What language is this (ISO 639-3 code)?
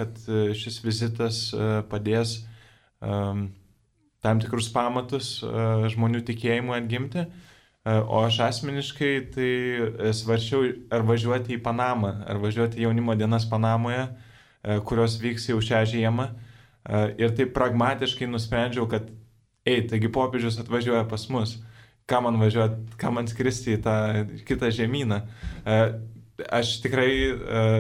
lit